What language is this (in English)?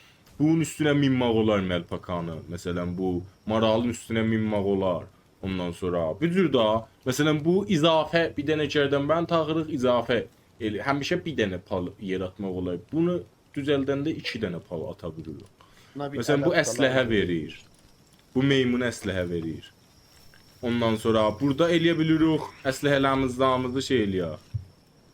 South Azerbaijani